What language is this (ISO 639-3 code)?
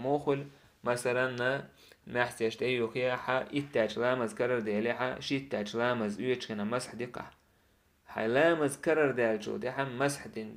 che